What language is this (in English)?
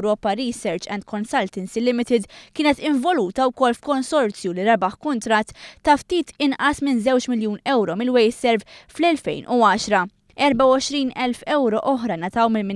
Maltese